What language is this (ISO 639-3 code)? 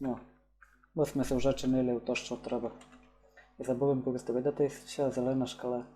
rue